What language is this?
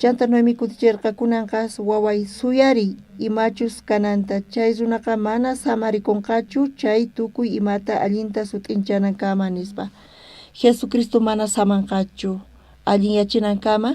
South Bolivian Quechua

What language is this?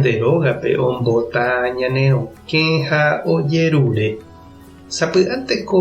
Guarani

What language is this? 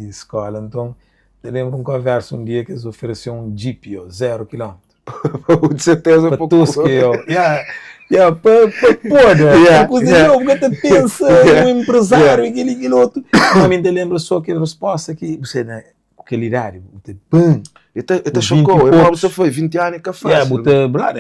Kabuverdianu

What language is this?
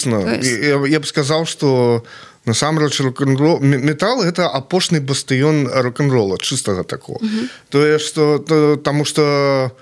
Belarusian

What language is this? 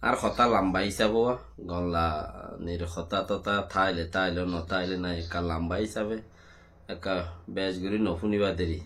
Rohingya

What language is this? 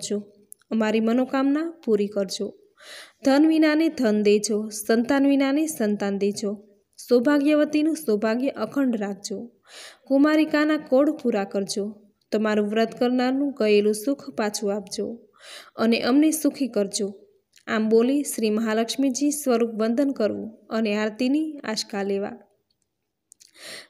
Gujarati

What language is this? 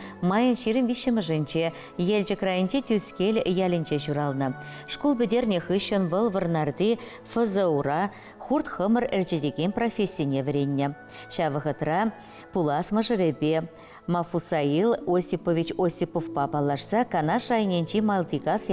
Chuvash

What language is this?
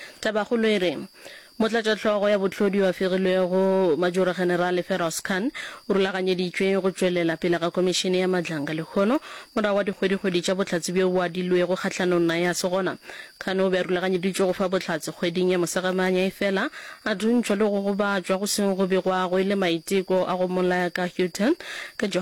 Northern Sotho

